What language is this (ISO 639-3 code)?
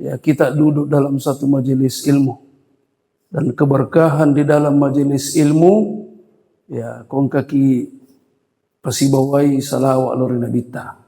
bug